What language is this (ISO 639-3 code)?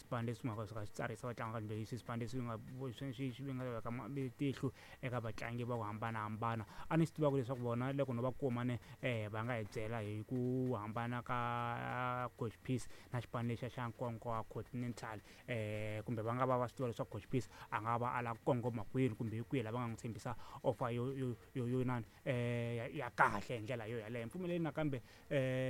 tso